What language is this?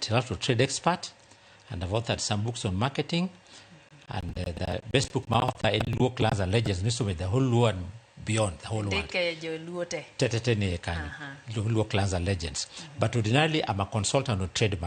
Luo (Kenya and Tanzania)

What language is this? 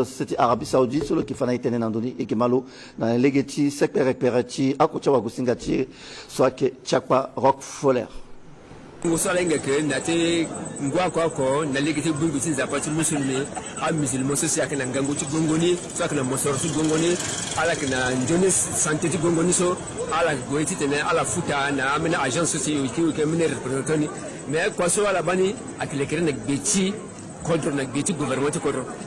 Sango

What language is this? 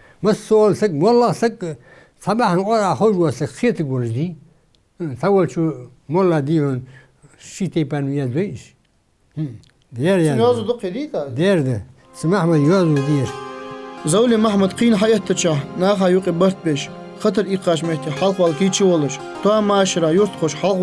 Ingush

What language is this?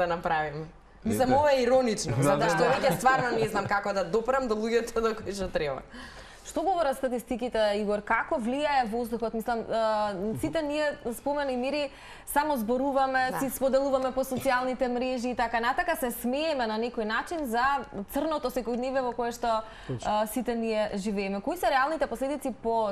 Macedonian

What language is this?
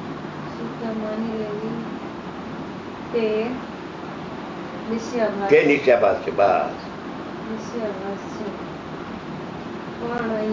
Gujarati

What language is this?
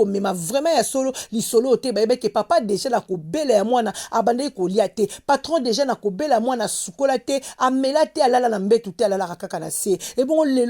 Lingala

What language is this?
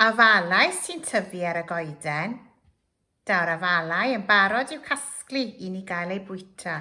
Welsh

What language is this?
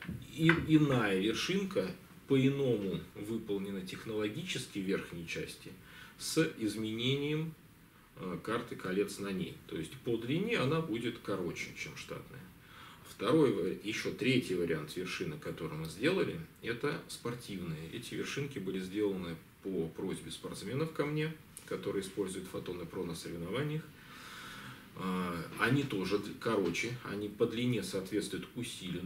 Russian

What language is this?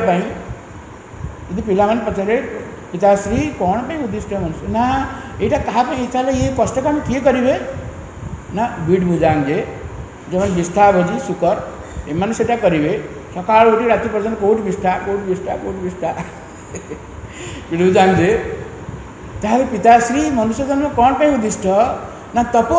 Odia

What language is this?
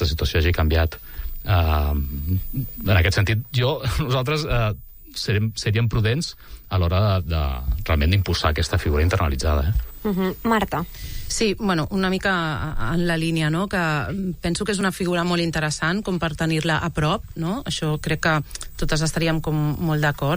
Catalan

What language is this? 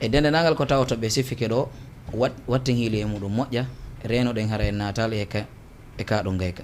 Fula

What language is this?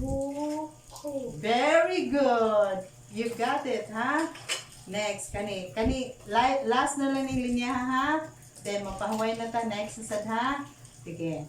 Cebuano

